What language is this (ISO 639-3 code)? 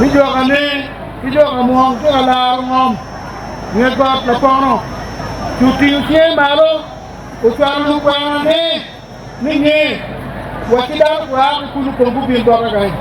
ach